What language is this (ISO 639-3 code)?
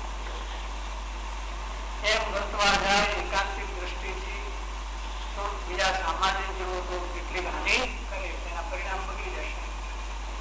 guj